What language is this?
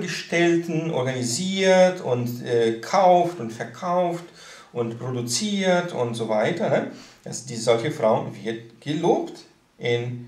German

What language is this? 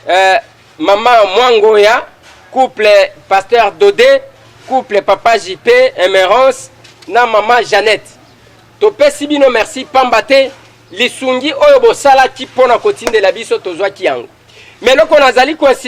Lingala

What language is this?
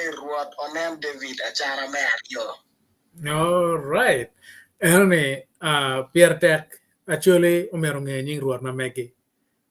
Acoli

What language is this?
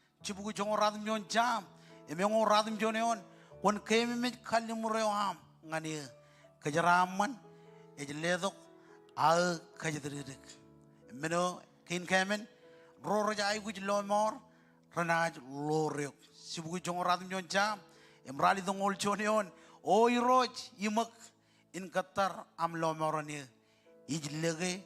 Marshallese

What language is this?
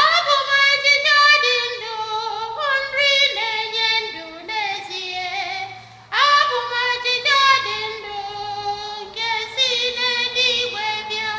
Igbo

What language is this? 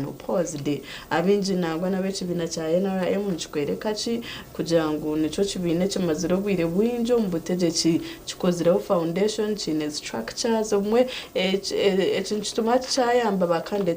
Nyankole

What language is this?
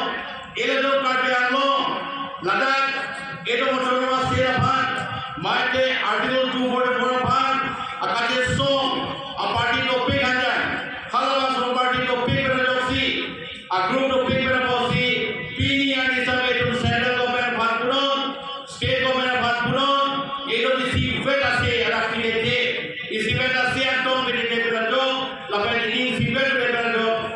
Karbi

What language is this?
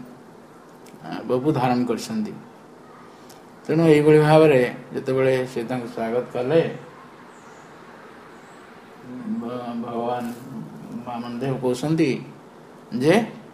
Odia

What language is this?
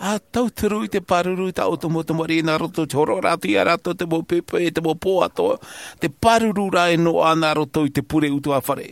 Tahitian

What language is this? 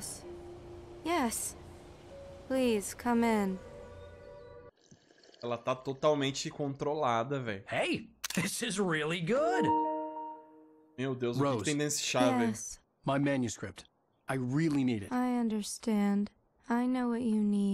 Portuguese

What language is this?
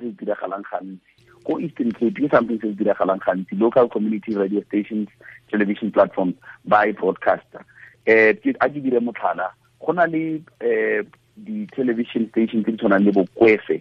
Tswana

